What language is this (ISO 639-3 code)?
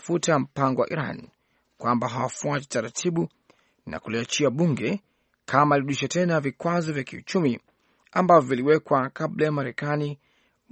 swa